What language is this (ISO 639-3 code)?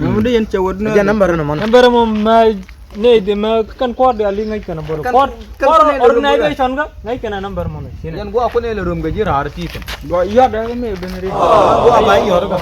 nus